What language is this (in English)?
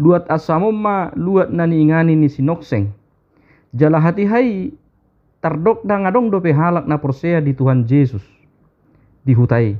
Batak Toba